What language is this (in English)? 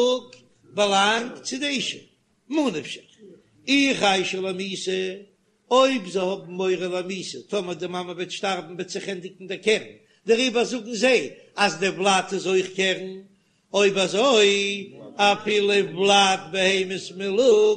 Yiddish